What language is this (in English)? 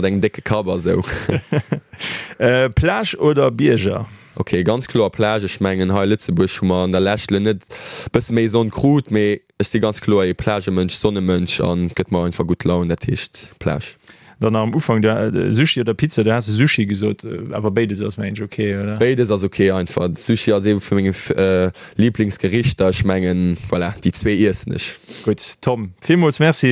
Luxembourgish